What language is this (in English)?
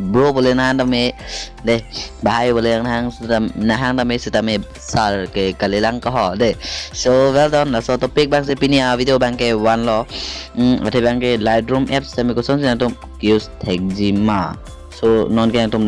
Karbi